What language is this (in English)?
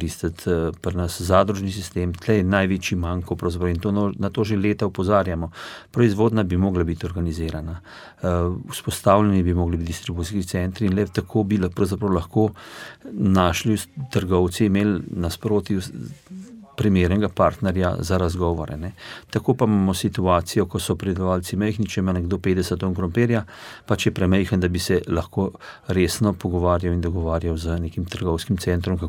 Slovenian